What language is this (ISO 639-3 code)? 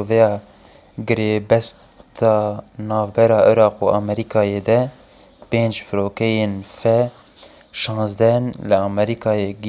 kur